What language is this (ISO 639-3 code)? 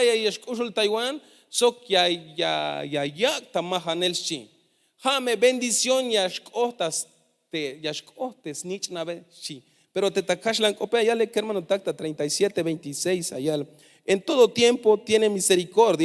tzh